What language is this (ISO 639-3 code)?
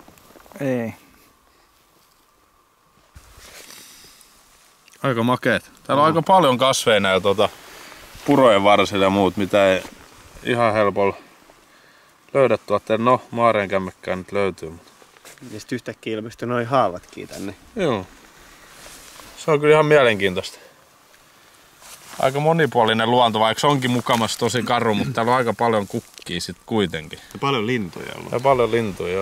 fin